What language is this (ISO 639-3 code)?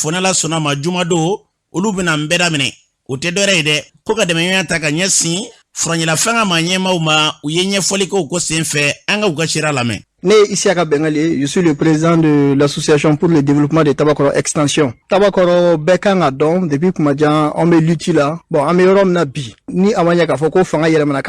bam